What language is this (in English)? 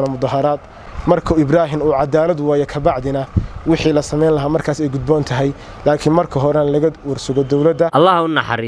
Somali